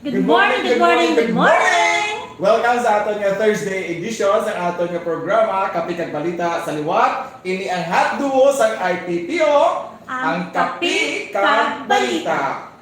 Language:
Hiligaynon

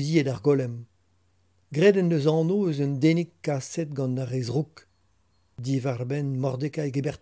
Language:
Breton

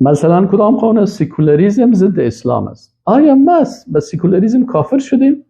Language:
Persian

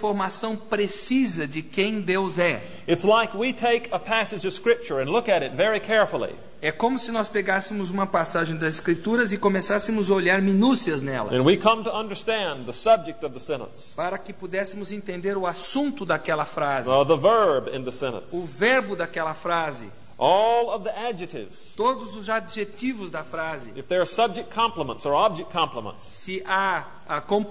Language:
Portuguese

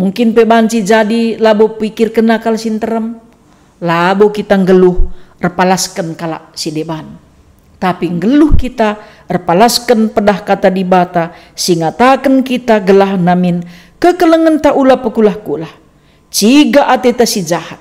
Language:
Batak Karo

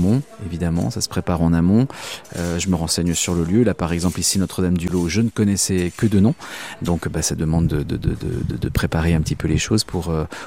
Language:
French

